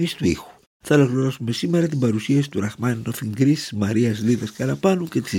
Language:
Greek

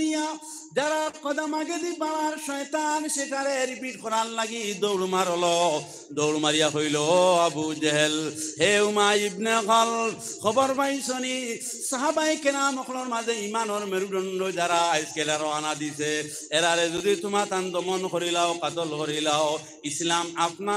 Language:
Sylheti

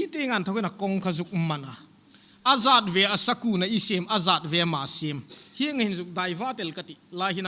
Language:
Hmar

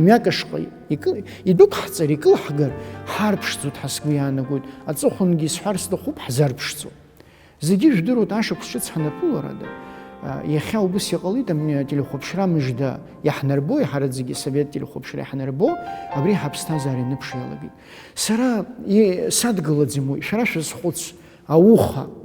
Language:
Abkhazian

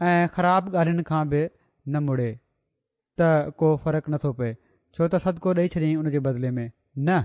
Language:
Sindhi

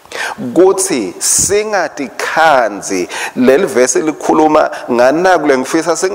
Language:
Swati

